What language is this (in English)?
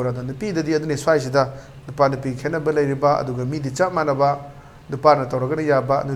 Manipuri